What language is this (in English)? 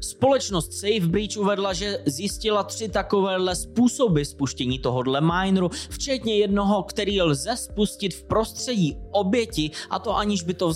Czech